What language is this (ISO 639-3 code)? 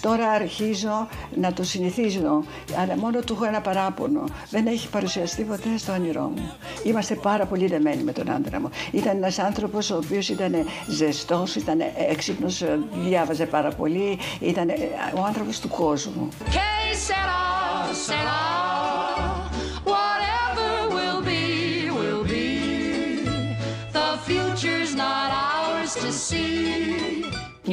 ell